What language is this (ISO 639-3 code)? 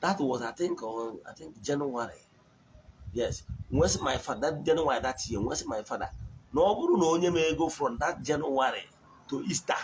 ibo